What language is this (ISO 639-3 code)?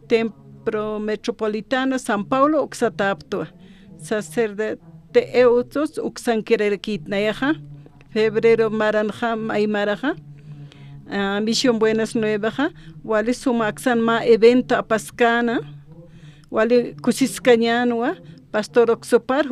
aym